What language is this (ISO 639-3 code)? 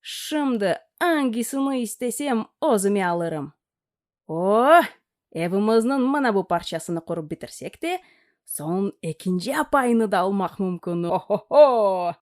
crh